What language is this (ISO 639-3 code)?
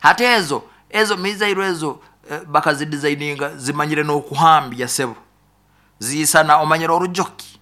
nyo